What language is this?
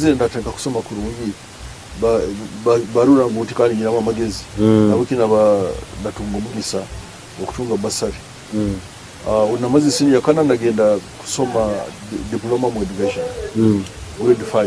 Nyoro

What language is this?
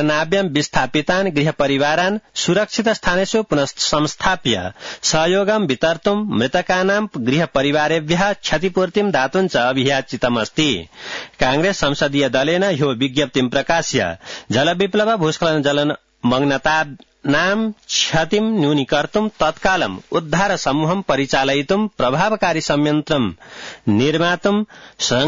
Sanskrit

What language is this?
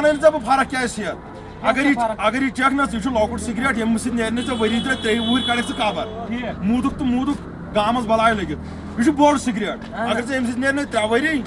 Kashmiri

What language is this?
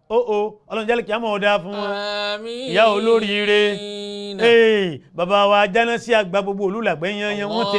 Yoruba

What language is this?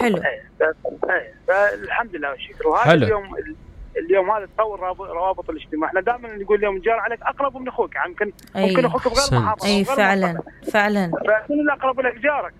Mesopotamian Arabic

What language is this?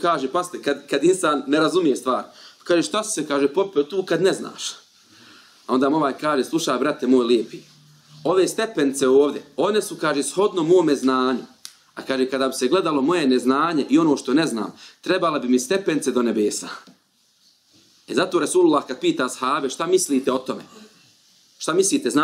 Bosnian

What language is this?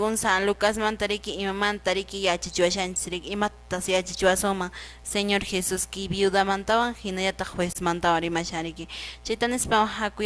Quechua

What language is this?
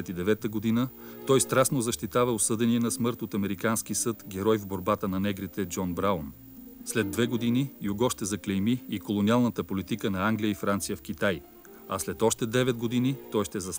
Bulgarian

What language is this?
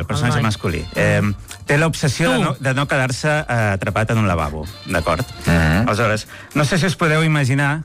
Catalan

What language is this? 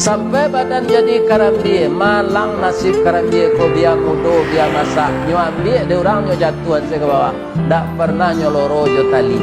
Minangkabau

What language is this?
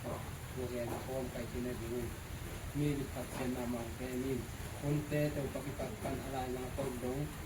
Tedim Chin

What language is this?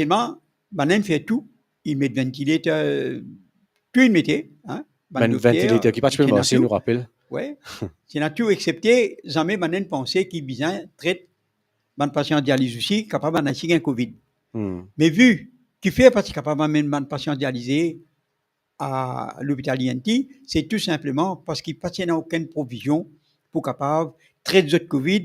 Morisyen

